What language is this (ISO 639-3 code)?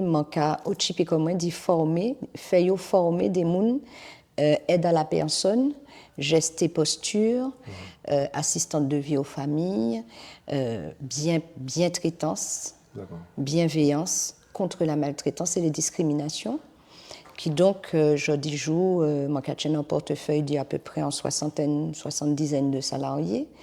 gcf